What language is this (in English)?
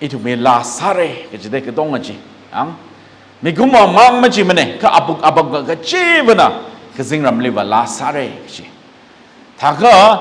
Tangkhul Naga (India)